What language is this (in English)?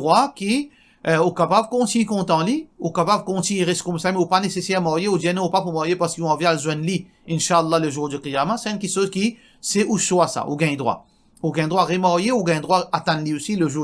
Morisyen